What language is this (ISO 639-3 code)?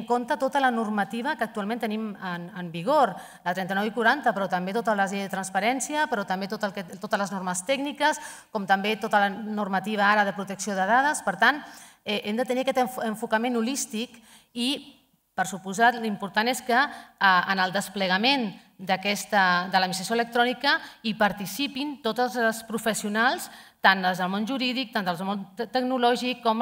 cat